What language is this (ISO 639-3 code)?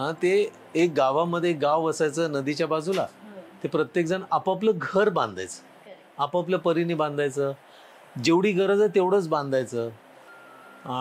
mar